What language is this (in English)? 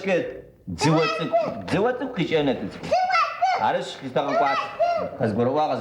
Adyghe